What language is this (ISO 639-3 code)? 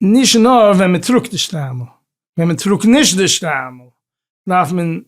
yid